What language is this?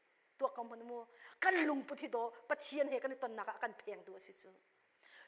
Hakha Chin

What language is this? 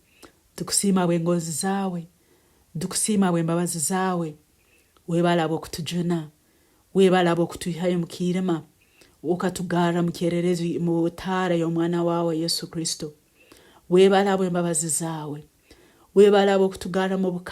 Nyankole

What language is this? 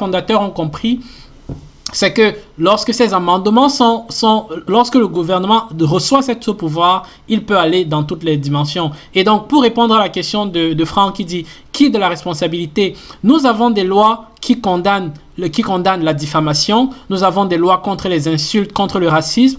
French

